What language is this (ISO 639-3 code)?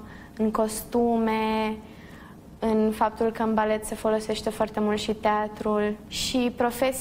ron